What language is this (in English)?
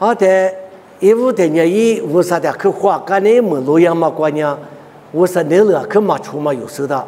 Lisu